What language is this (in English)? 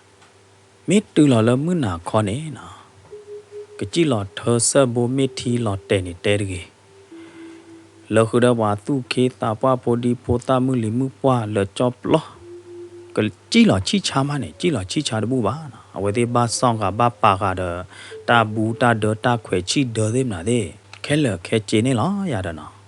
S'gaw Karen